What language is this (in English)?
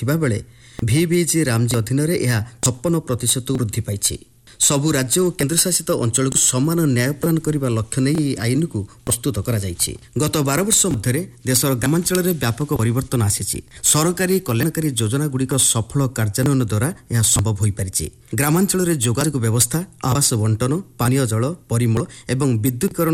Odia